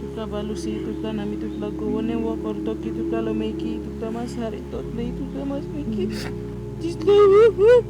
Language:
Tok Pisin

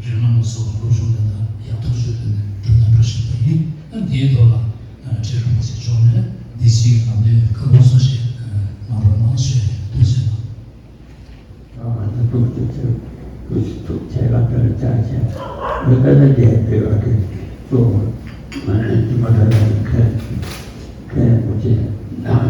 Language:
Tibetan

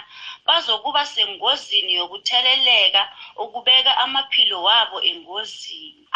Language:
South Ndebele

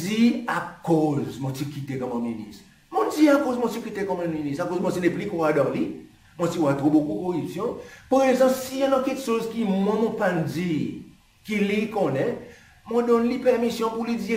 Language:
Seselwa Creole French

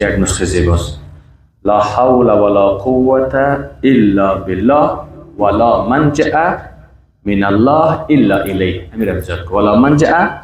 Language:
Persian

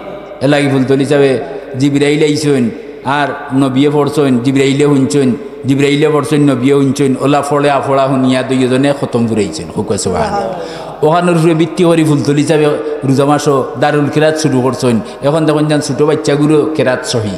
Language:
Sylheti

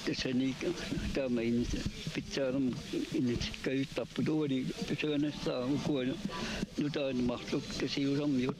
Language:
Kalaallisut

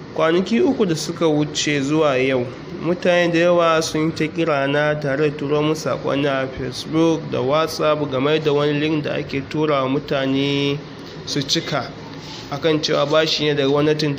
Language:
Hausa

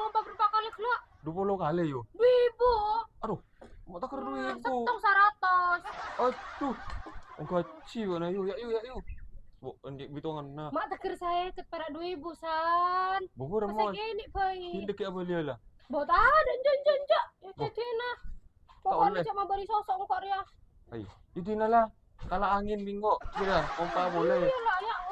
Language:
Madurese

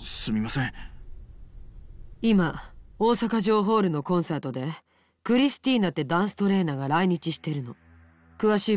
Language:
Japanese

